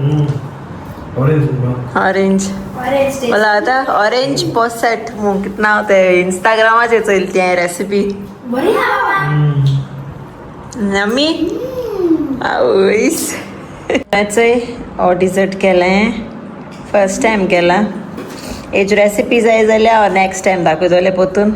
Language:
Konkani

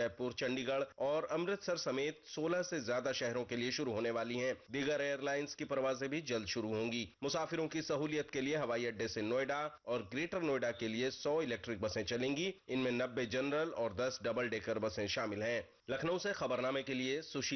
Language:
Urdu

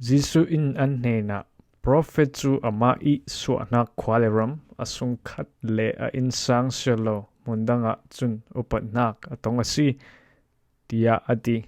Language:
Falam Chin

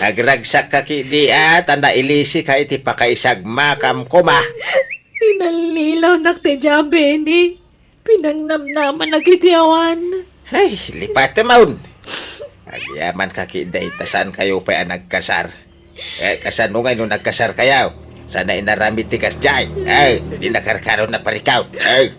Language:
Iloko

